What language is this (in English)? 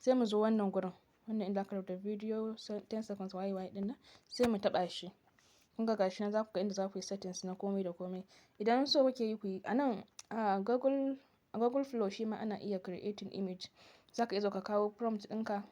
Hausa